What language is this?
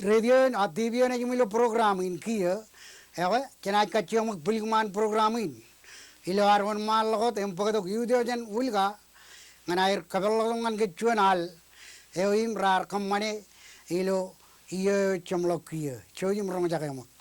Marshallese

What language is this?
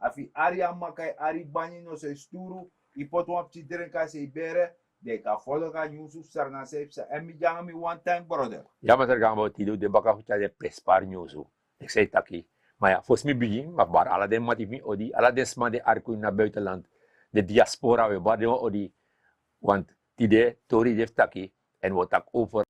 Sranan Tongo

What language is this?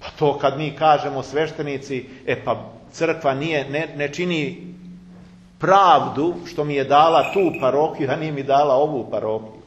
Serbian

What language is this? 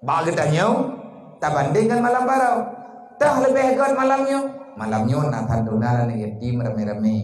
Achinese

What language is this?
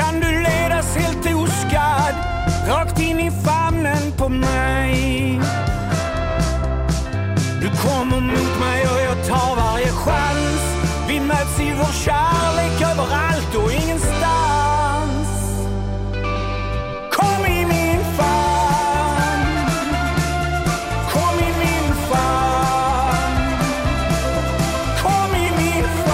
Swedish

